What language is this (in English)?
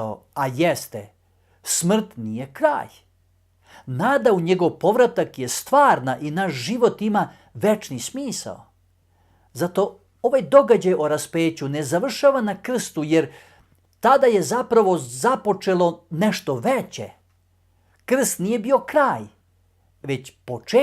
Macedonian